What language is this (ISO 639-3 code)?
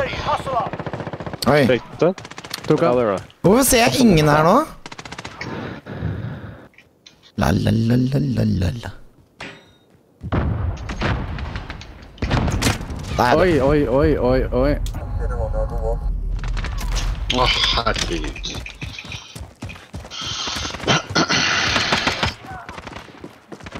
nor